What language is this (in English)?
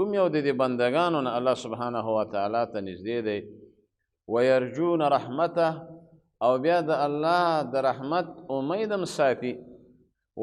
Pashto